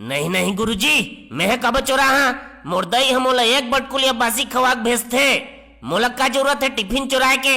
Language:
Chhattisgarhi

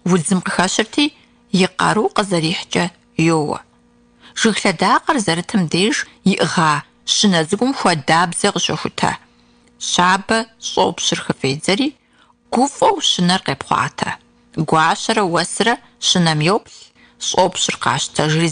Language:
Kabardian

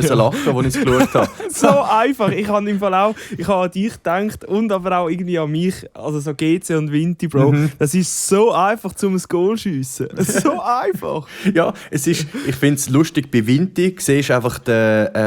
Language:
Swiss German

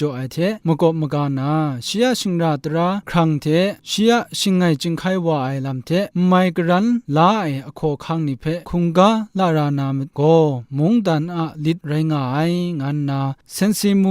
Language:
Kachin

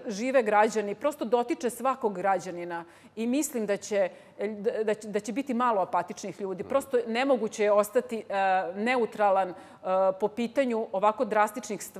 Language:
Serbian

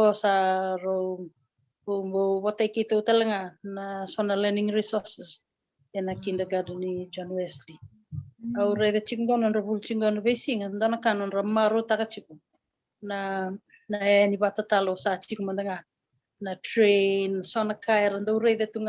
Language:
Fijian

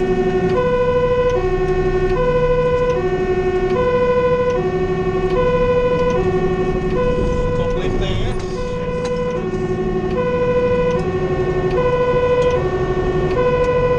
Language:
Dutch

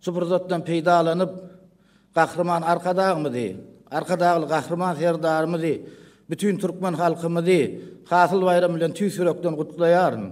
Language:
Turkmen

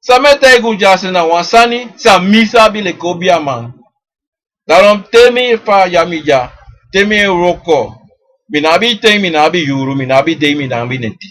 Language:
Sranan Tongo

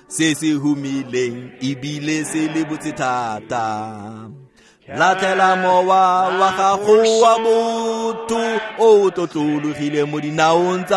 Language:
Tswana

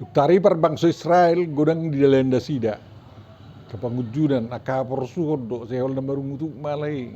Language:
Batak Toba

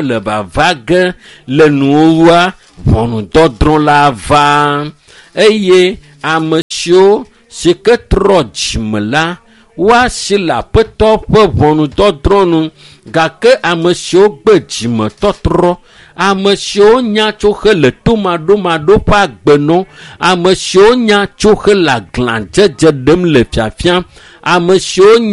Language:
Ewe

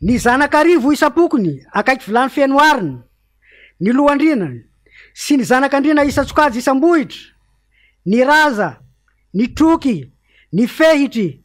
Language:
Malagasy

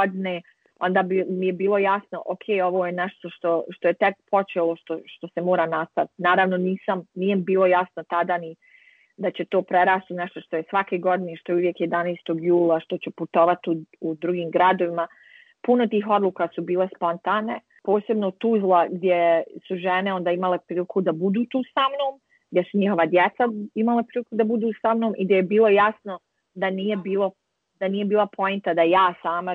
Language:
Bosnian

